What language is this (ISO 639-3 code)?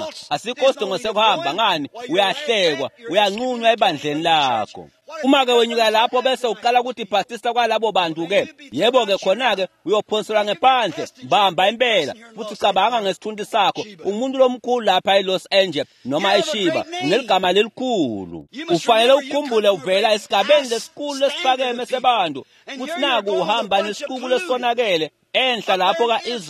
ssw